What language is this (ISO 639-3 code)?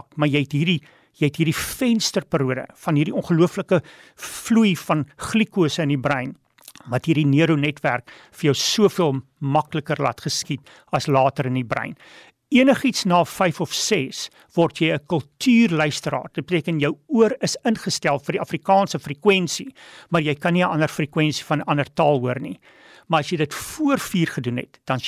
afr